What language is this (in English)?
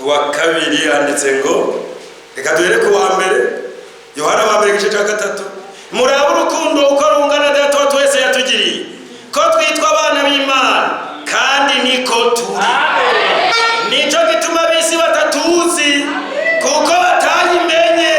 Rundi